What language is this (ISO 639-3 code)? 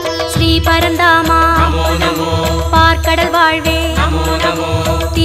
tam